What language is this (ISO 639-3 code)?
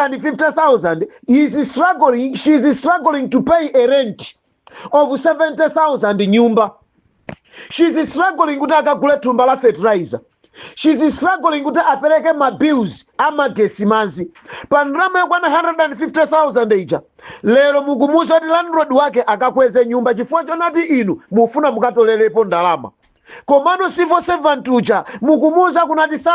nya